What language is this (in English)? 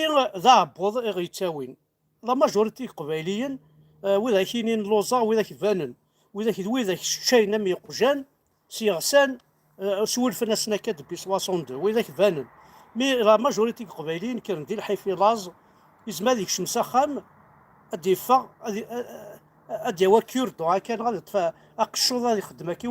Kabyle